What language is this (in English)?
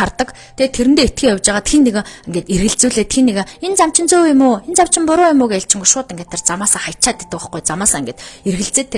Mongolian